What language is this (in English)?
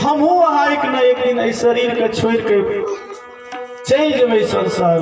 Maithili